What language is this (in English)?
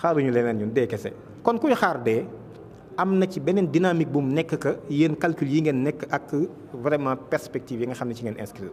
Wolof